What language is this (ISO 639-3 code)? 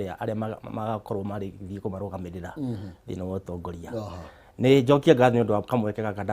kik